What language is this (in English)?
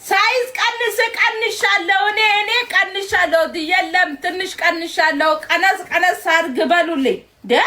Amharic